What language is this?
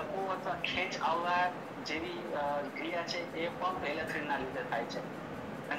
Gujarati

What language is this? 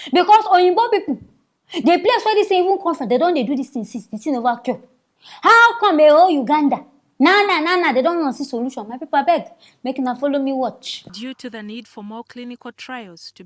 Nigerian Pidgin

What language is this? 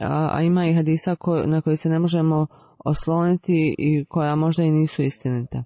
Bosnian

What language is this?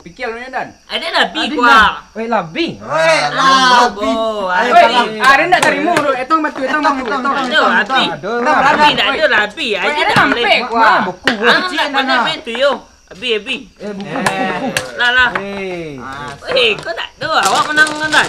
Minangkabau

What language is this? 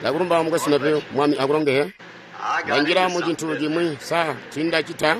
Tonga (Zambia)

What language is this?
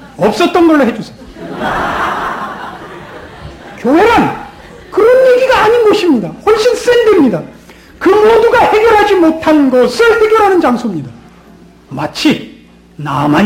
Korean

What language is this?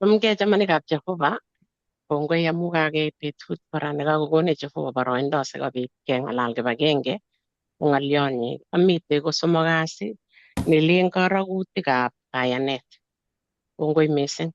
Kalenjin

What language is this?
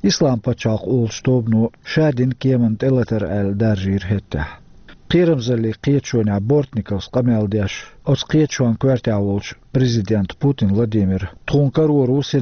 Chechen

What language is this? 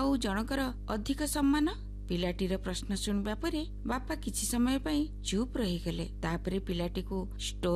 Odia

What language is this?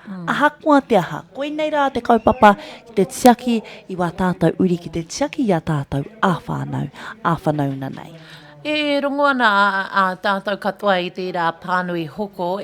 Māori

